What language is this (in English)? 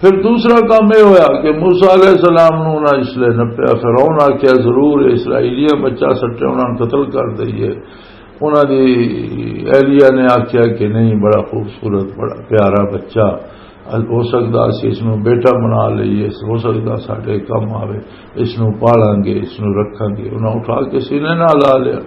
Western Panjabi